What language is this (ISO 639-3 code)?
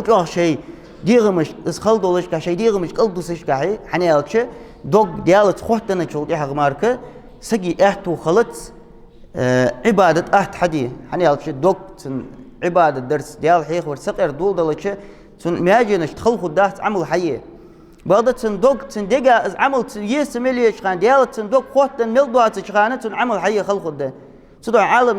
inh